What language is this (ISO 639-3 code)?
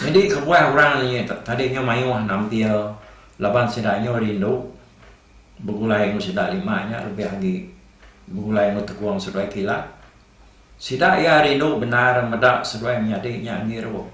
iba